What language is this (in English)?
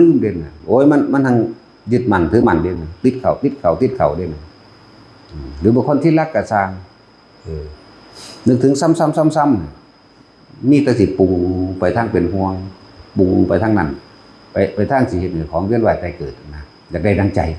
Northeastern Thai